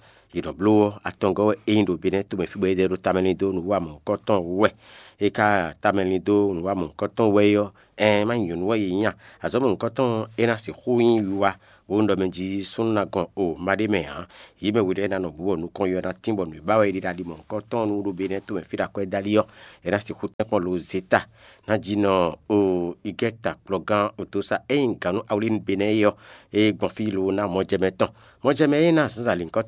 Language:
Fon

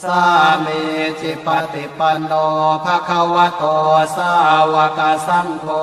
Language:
Pali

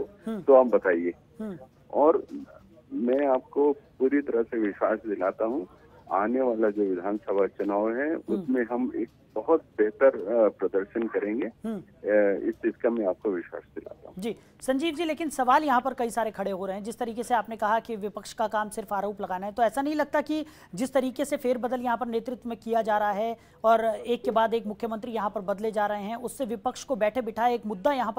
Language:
Hindi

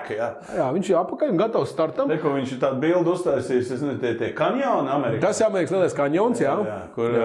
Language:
Latvian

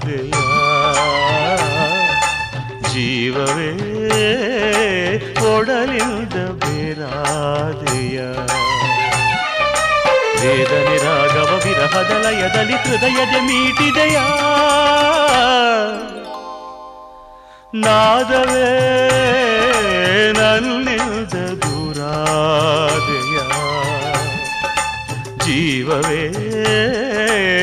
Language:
Kannada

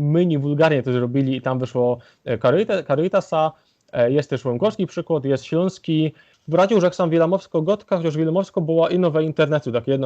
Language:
Silesian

